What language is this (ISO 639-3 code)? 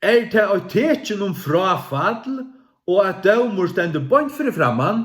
fao